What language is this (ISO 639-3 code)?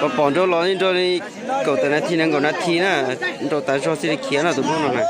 hmn